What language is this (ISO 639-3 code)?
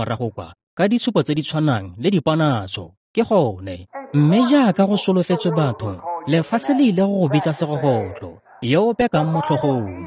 tsn